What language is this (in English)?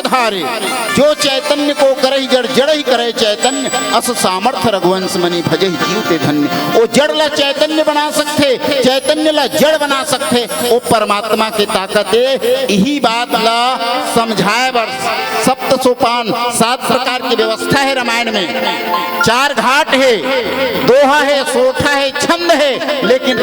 Chhattisgarhi